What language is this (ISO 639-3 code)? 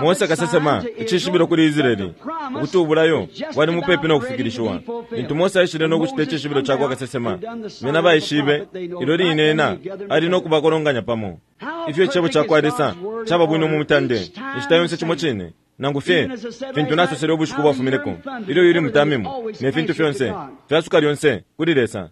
bem